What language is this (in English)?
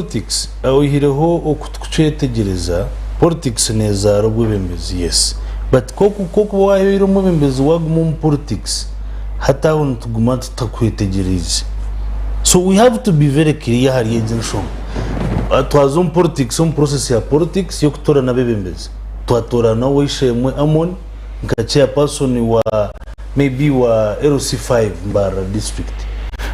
Nyankole